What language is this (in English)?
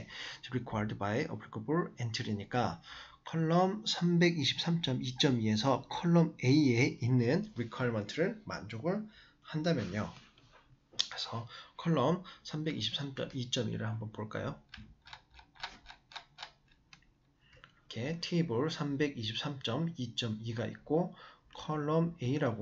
Korean